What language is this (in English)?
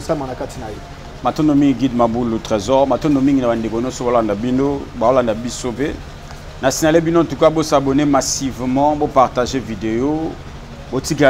Lingala